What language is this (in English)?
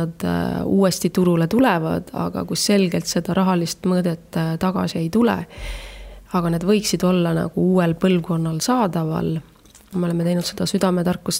Estonian